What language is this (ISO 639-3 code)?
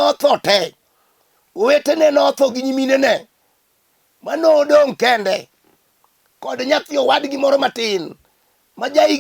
luo